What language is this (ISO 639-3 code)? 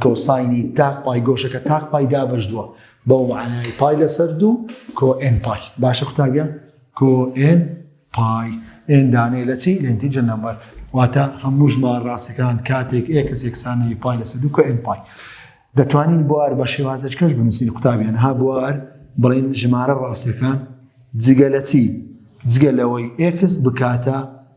ckb